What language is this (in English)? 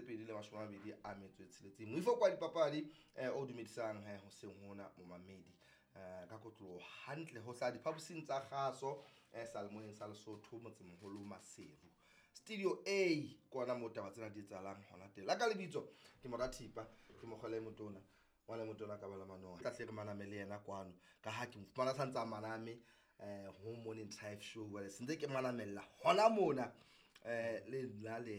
Southern Sotho